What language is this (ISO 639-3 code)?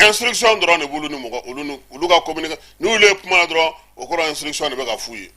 bam